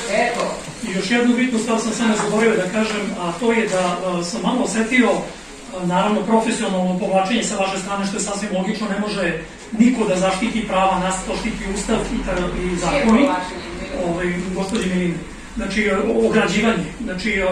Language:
Serbian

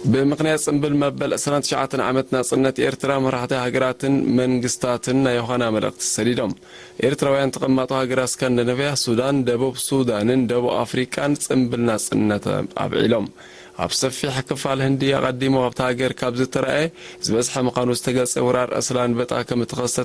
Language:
Tigrinya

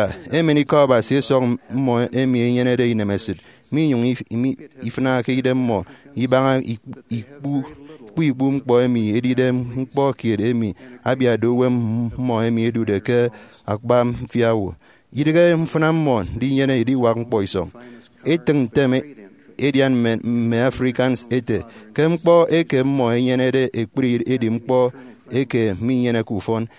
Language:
Efik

